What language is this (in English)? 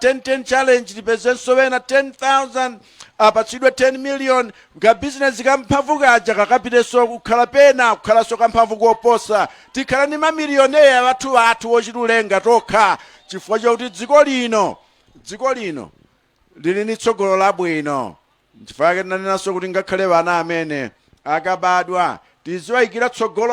Nyanja